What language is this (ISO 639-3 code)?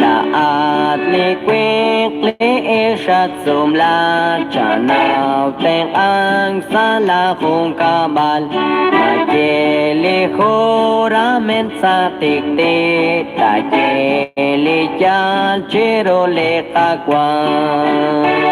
kek